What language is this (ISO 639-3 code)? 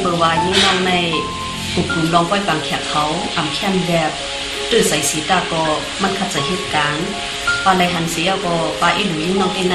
shn